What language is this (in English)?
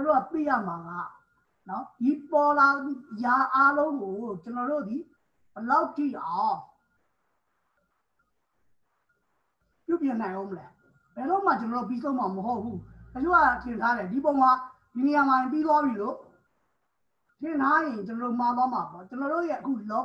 Burmese